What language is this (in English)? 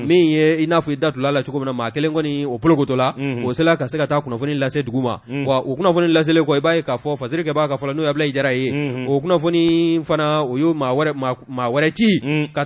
Bambara